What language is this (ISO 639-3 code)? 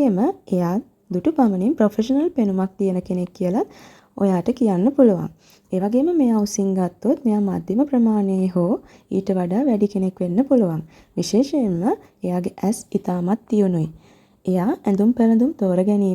sin